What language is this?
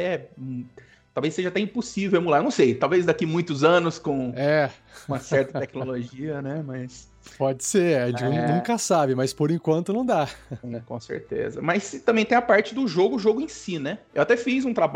Portuguese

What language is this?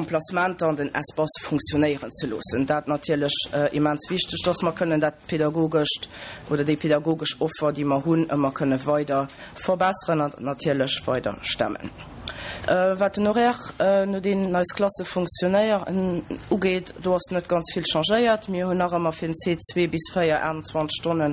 Luxembourgish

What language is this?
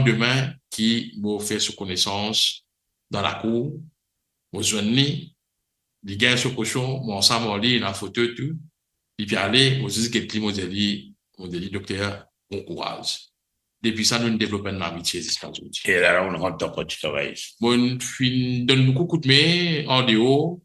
Morisyen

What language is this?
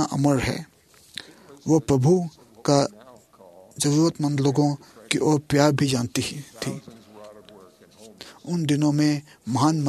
Hindi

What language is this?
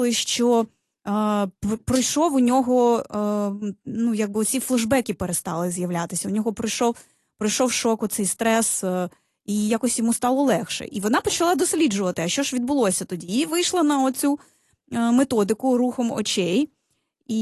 Ukrainian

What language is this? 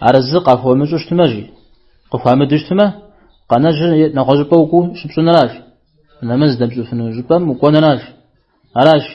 Kabardian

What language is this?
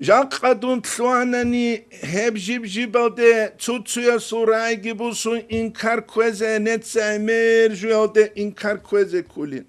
Avaric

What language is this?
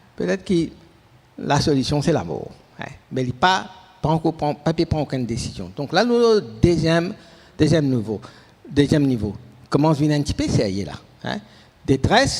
Morisyen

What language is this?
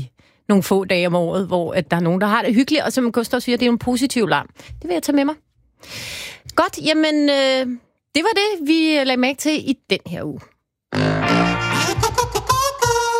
Danish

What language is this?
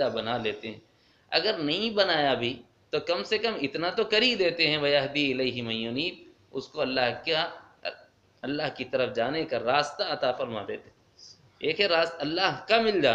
Urdu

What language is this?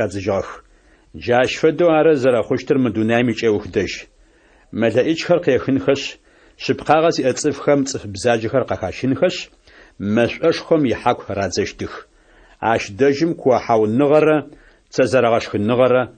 Adyghe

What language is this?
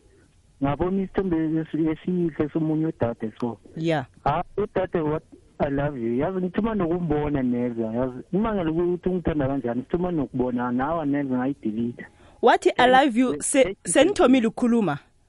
South Ndebele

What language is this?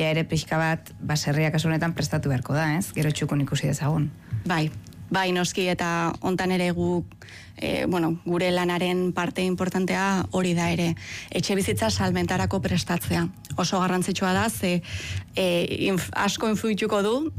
Basque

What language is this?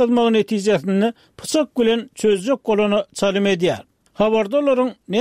Turkmen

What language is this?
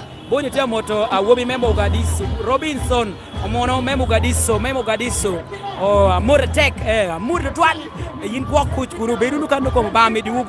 Lango (Uganda)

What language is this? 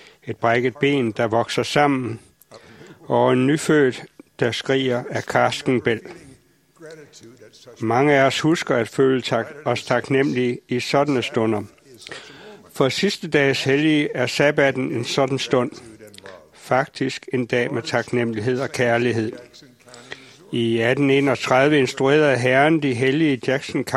Danish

